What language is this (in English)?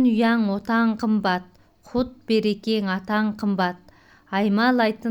Kazakh